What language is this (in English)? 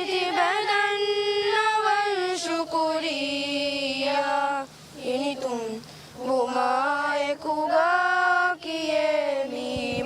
Divehi